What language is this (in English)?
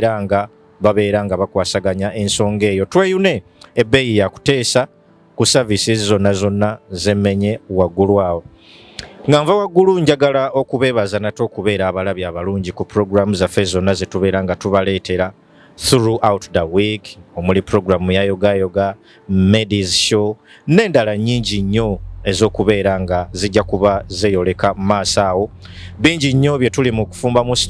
Ganda